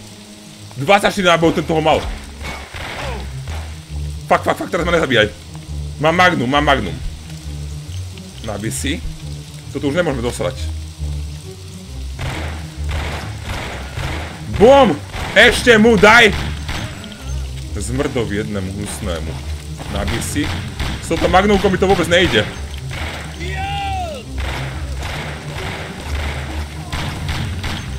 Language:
Slovak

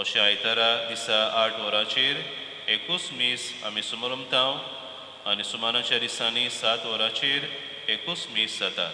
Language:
Konkani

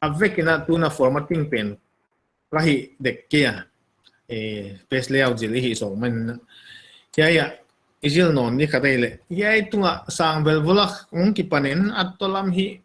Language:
Paite Chin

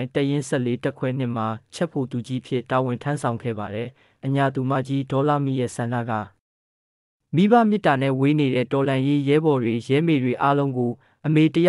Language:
Burmese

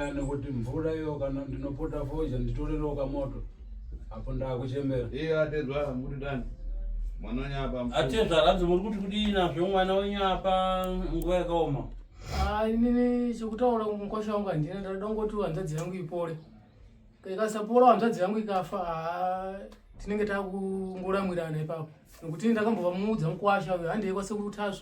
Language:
Shona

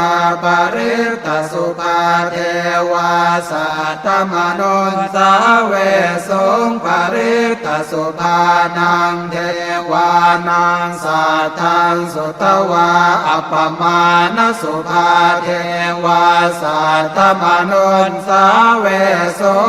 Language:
Pali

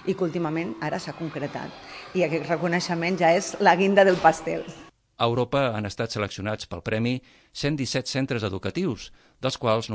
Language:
Catalan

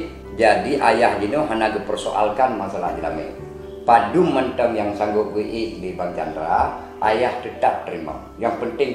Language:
Achinese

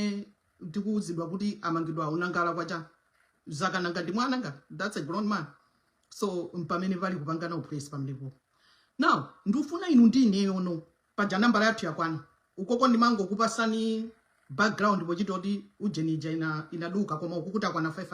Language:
Nyanja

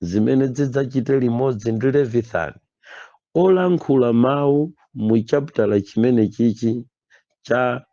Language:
Nyanja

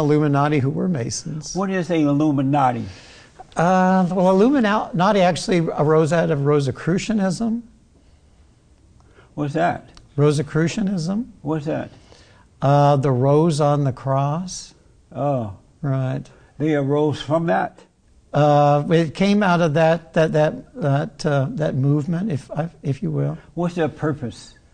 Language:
English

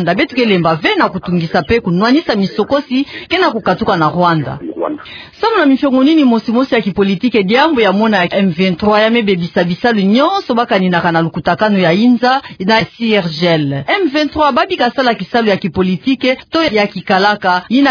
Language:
Kituba (Democratic Republic of Congo)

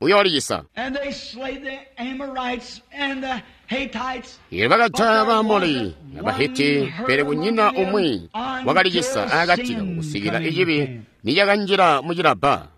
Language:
Tonga (Zambia)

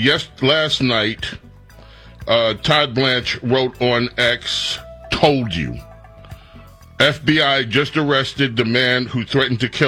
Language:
English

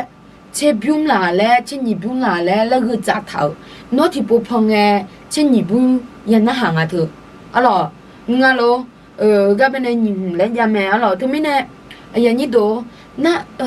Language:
Akha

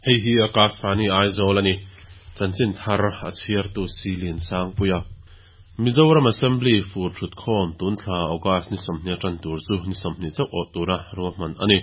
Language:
Mizo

